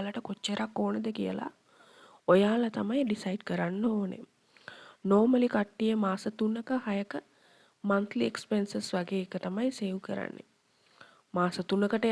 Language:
Sinhala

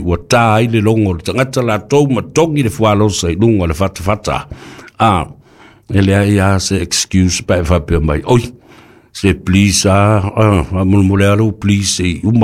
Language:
Samoan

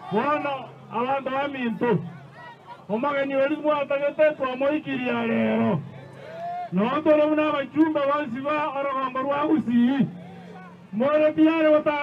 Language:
Gusii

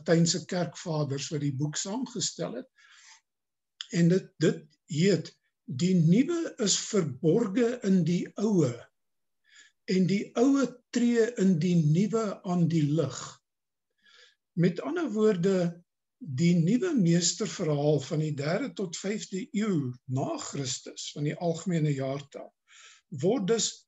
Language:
Afrikaans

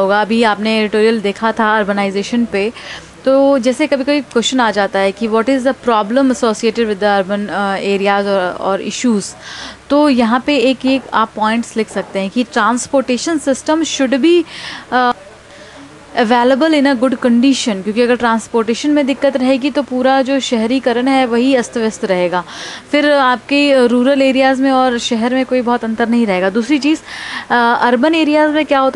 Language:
Hindi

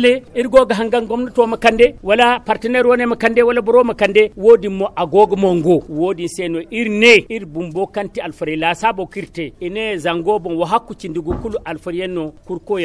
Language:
Zarma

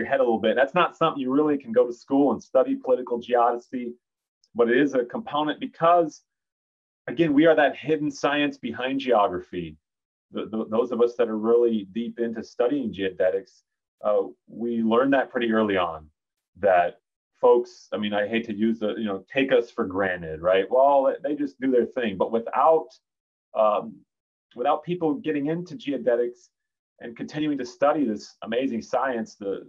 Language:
English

